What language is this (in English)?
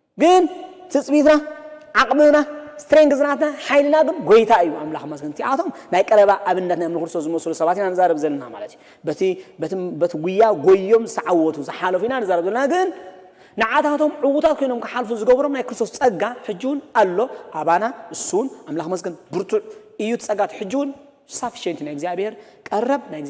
Tigrinya